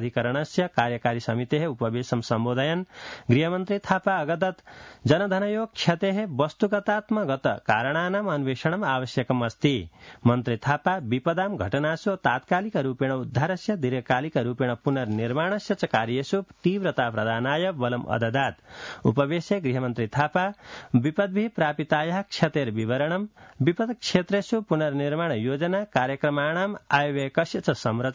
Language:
Sanskrit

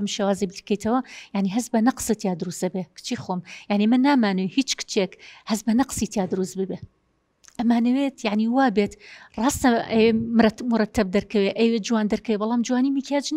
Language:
Central Kurdish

